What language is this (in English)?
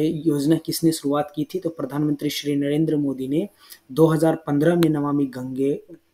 Hindi